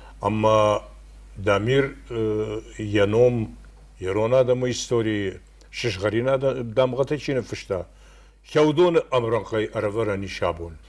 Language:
Ossetic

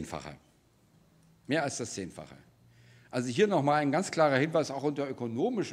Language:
German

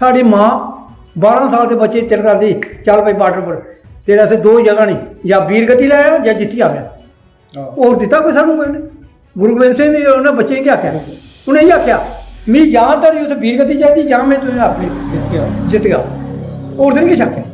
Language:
Dogri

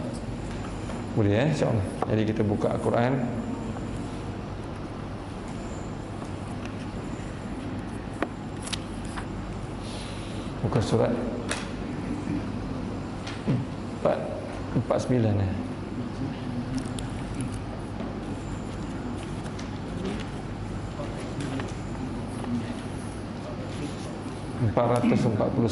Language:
Malay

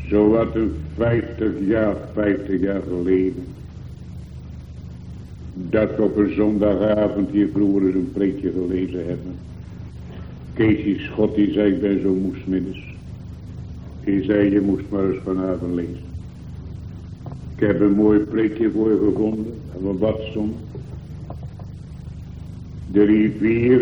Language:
Dutch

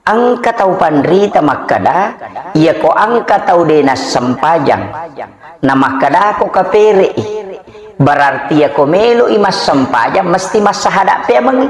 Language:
Buginese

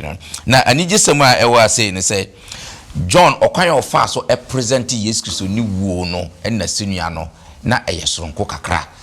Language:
Akan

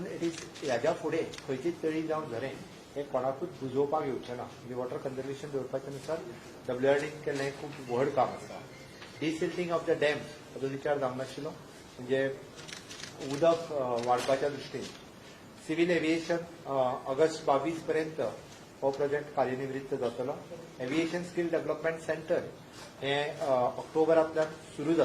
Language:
Konkani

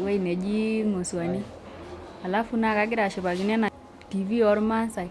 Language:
Masai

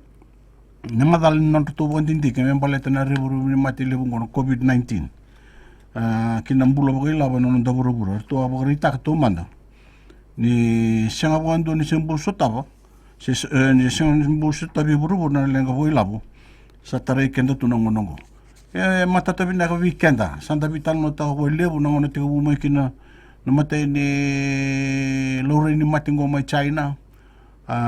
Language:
Fijian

